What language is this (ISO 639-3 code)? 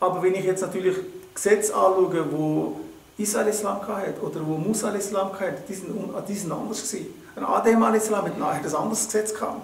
gsw